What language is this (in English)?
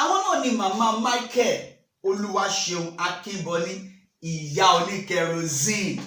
Yoruba